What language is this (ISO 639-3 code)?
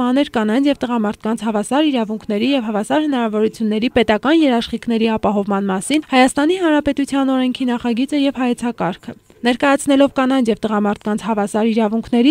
hye